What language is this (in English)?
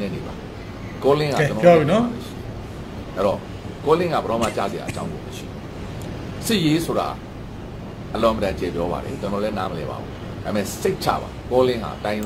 Burmese